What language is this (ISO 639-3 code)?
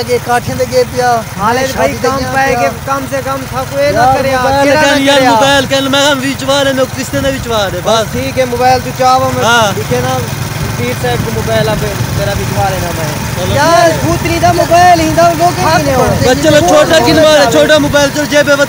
skr